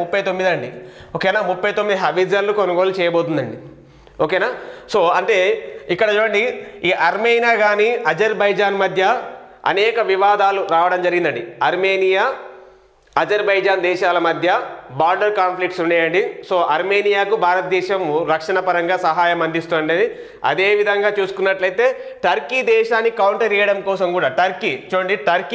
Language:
Telugu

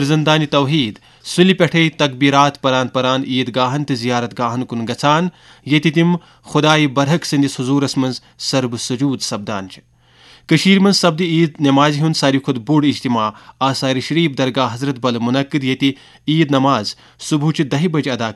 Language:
Kashmiri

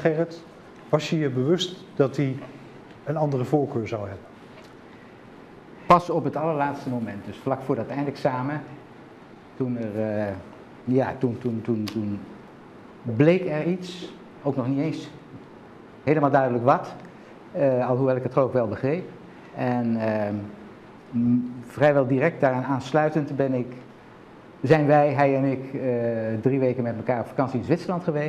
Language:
Dutch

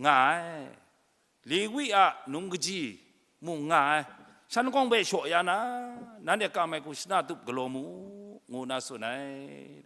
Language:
Kachin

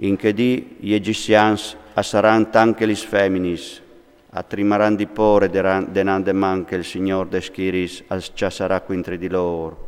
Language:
Friulian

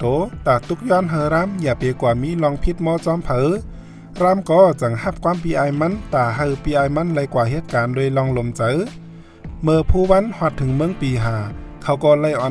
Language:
Shan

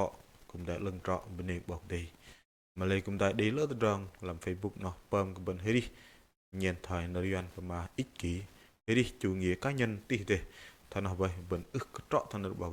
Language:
Bahnar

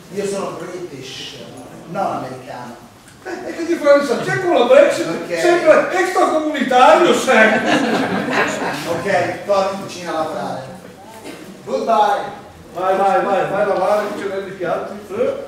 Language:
Italian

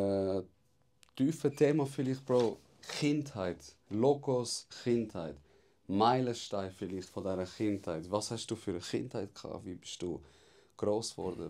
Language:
Swiss German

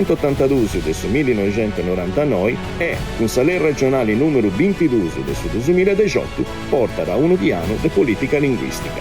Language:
Sardinian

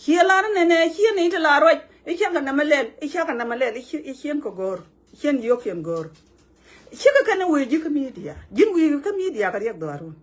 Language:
Nuer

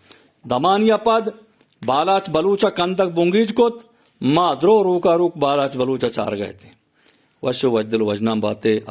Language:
Eastern Balochi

